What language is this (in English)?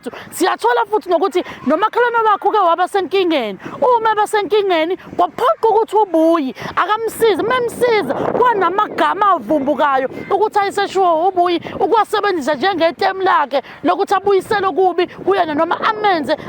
Zulu